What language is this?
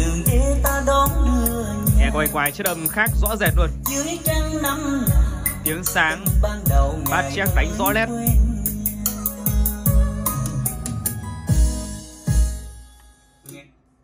Vietnamese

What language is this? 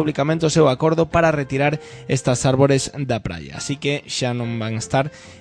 Galician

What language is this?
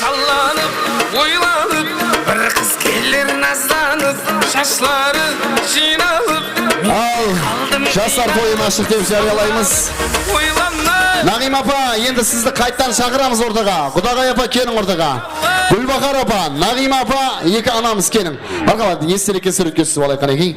Kara-Kalpak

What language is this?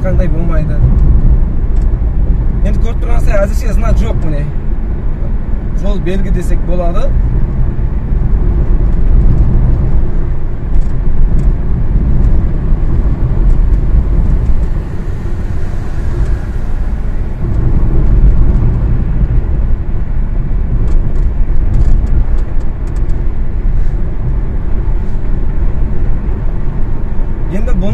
Kazakh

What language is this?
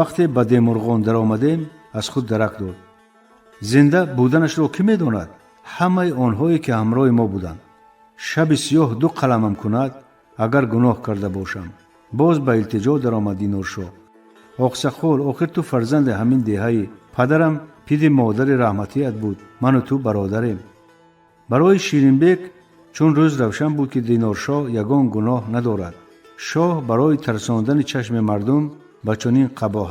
Tajik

